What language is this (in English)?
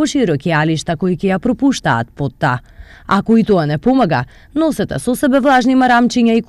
Macedonian